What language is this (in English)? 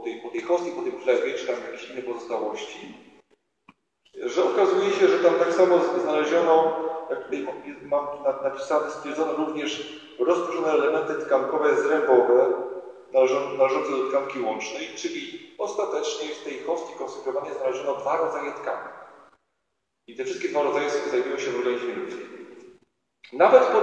Polish